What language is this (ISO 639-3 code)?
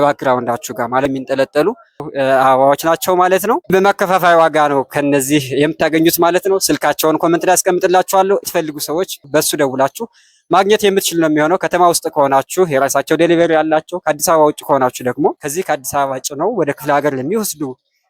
amh